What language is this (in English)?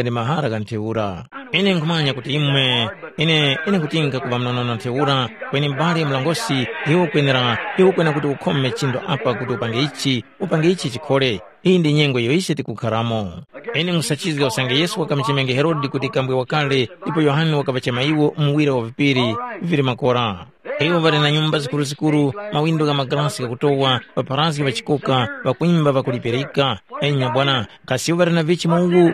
Tumbuka